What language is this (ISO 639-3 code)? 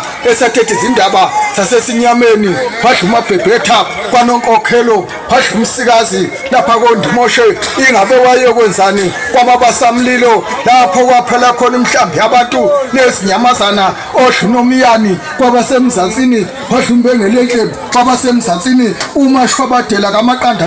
zul